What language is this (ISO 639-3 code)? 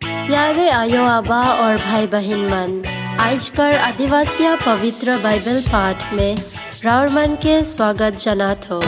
sck